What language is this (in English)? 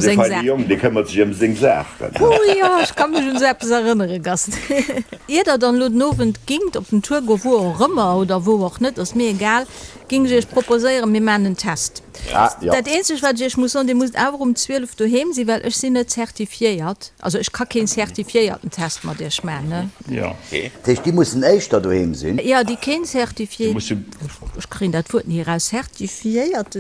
Luxembourgish